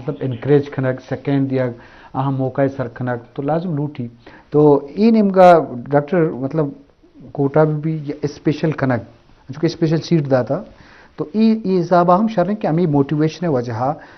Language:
Eastern Balochi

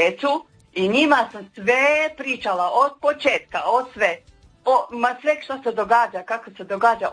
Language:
Croatian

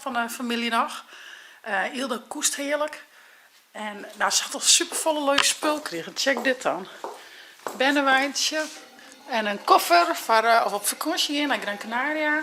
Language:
Western Frisian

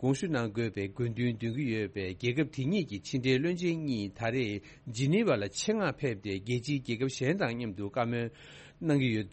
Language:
Tibetan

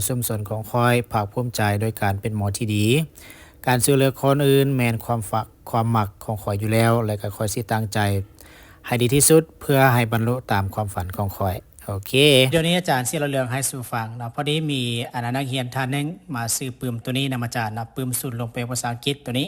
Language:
Lao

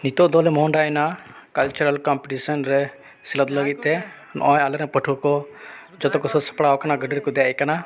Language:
Santali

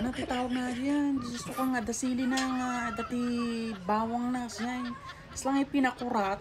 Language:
Iloko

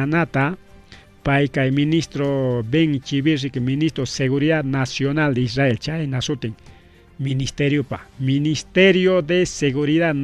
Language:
Ayacucho Quechua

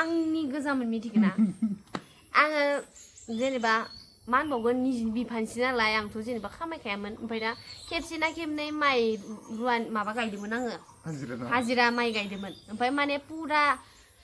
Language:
Bodo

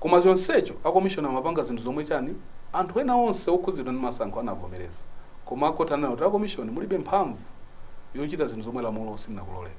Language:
Nyanja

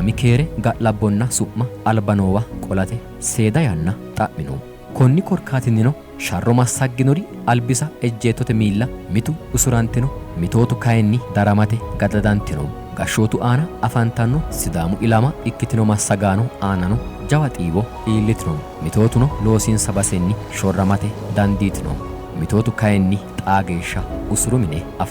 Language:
Sidamo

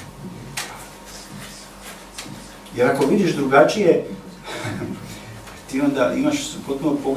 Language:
Serbian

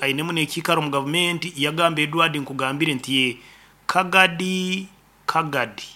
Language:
Nyoro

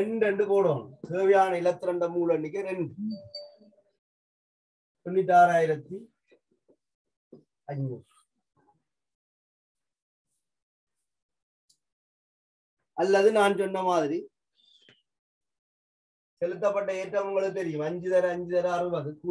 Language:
Tamil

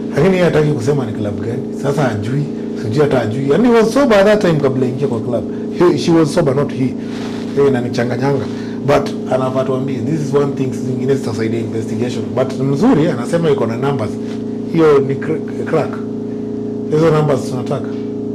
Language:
Swahili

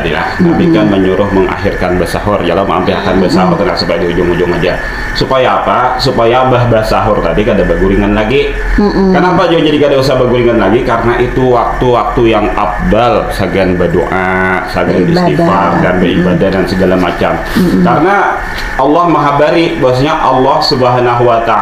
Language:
Banjar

